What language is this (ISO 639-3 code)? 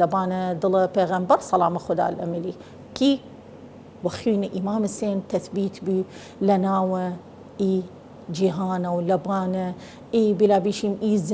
sdh